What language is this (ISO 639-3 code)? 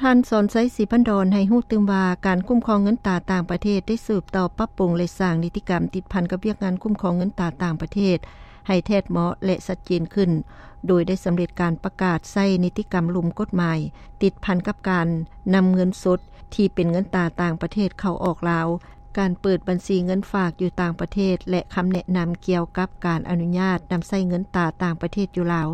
lao